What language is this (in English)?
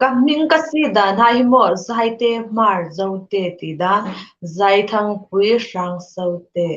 Hmar